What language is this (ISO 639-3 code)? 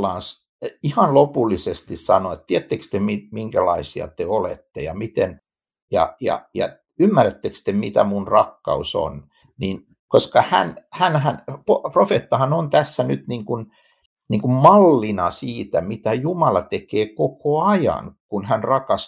fin